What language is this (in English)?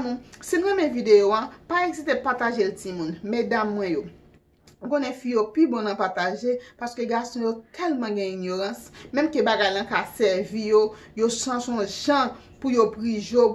Haitian Creole